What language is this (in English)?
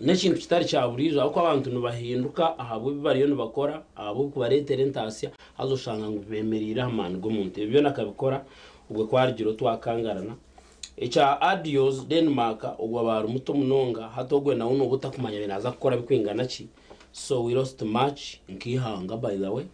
Nyankole